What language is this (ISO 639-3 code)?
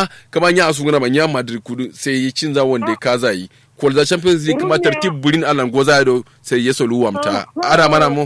kau